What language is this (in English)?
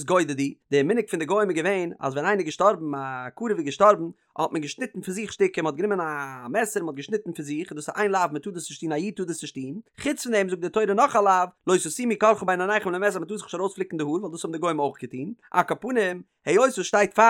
Yiddish